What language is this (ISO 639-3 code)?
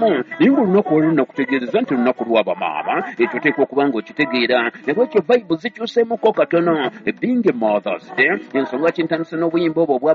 lug